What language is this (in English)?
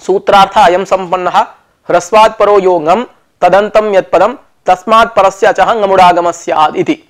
Sanskrit